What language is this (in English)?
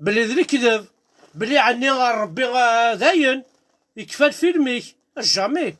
Kabyle